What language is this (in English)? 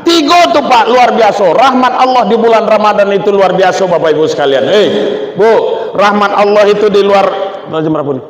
Minangkabau